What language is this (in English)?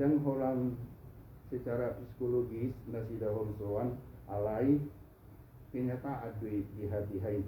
Batak Toba